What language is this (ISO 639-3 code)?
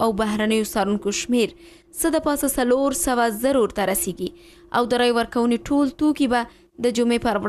pus